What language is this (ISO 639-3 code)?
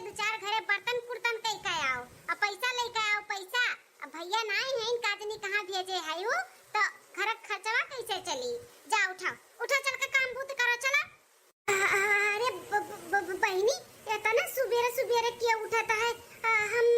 awa